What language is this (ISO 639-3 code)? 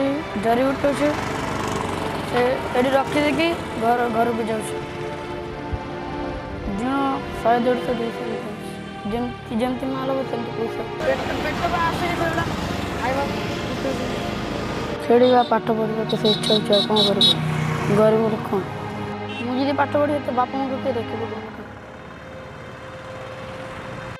ori